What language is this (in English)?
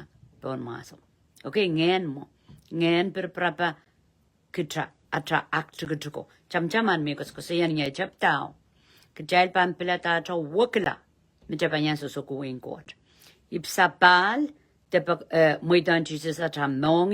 Pohnpeian